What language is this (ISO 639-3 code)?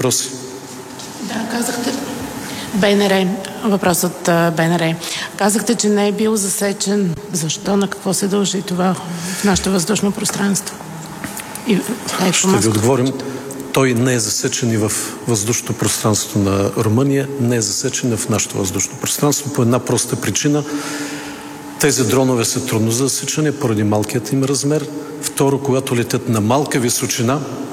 bul